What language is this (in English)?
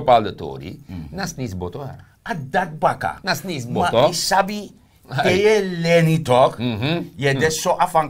Sranan Tongo